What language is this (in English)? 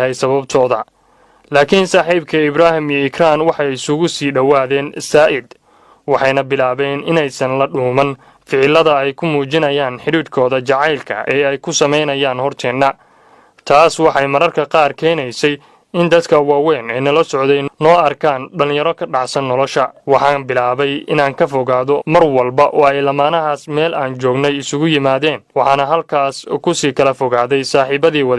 Somali